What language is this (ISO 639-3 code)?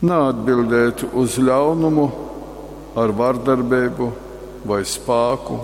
ltg